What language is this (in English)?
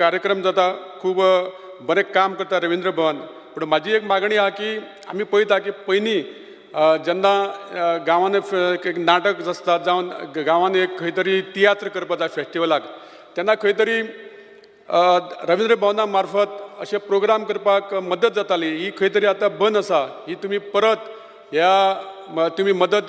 Konkani